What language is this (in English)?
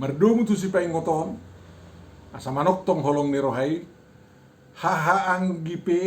Batak Toba